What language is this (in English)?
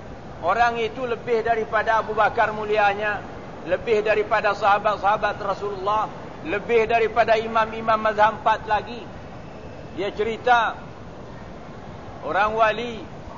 Malay